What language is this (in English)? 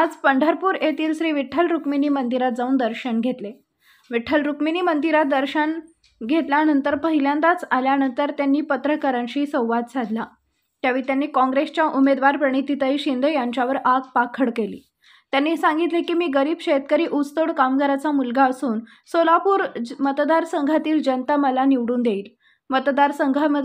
Marathi